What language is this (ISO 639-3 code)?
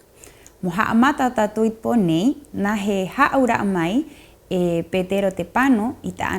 rap